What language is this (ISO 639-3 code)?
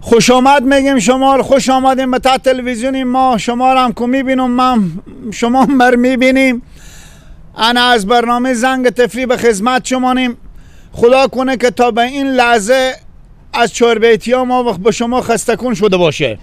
fas